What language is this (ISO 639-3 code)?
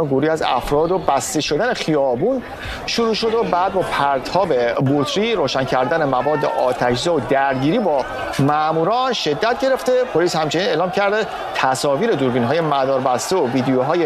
fas